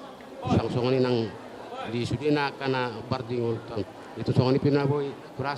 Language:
Batak Toba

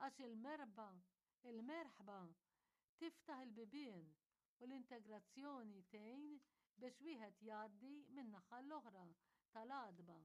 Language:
Maltese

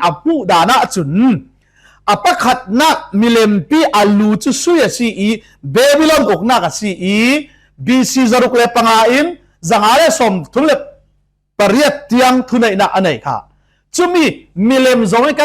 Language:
Falam Chin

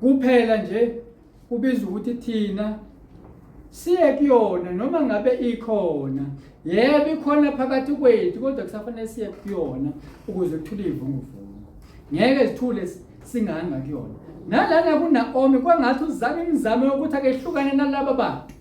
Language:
Zulu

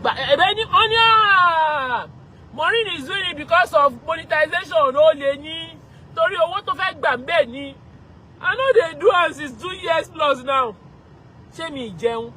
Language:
Yoruba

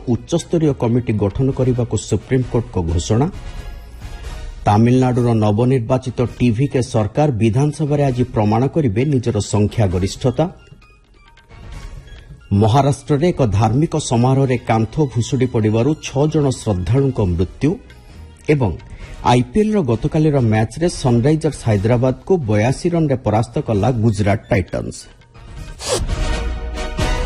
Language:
Odia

